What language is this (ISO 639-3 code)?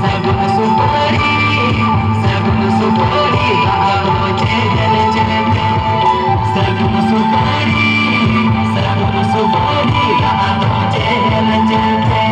sat